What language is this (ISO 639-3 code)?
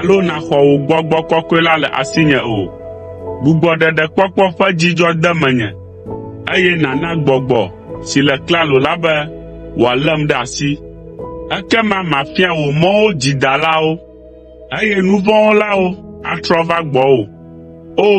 ewe